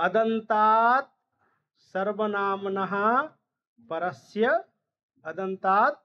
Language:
Sanskrit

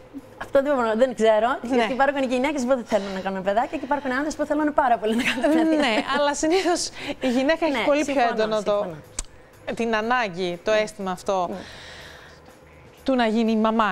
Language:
Greek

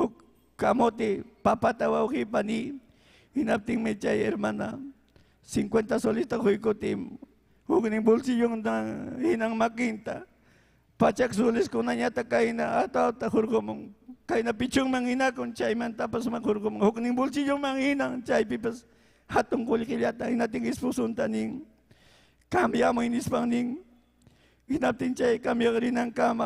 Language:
Ayacucho Quechua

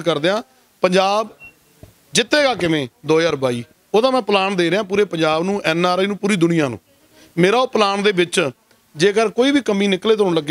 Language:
Punjabi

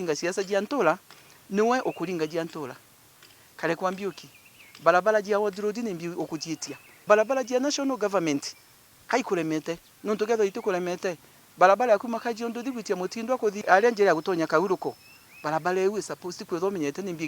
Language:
Meru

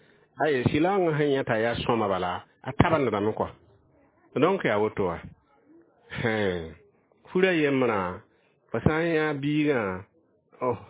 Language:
Mossi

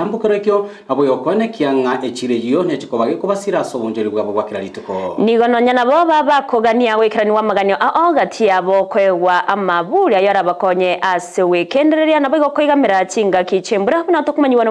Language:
Gusii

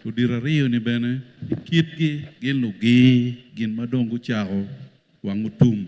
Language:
Acoli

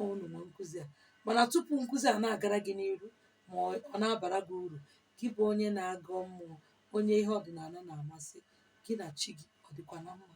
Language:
Igbo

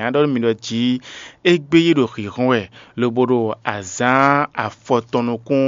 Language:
Fon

